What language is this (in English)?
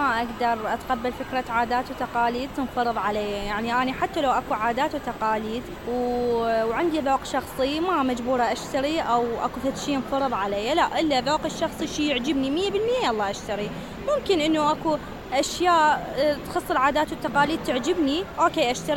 Mesopotamian Arabic